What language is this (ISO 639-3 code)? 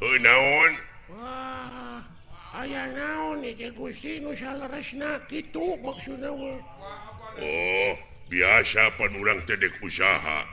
sun